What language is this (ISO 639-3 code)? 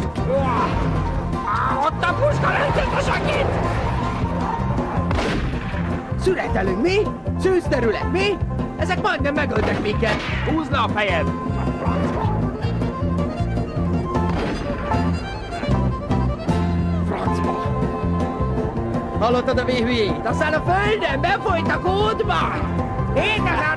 hun